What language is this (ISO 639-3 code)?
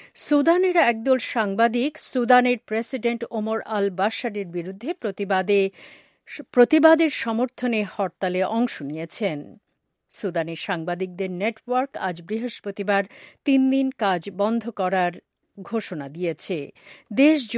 ben